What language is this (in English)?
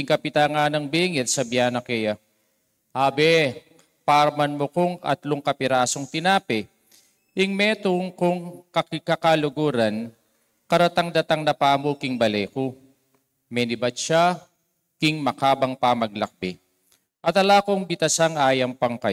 Pampanga